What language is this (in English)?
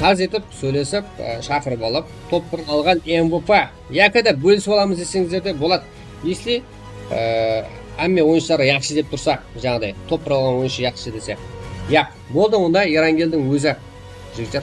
Kara-Kalpak